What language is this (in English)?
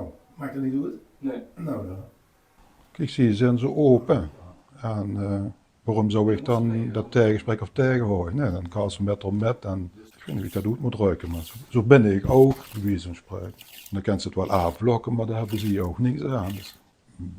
Limburgish